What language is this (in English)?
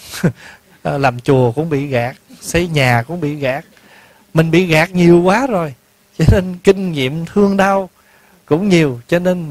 Vietnamese